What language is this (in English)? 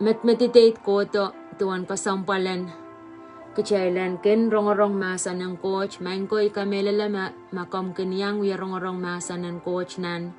Pohnpeian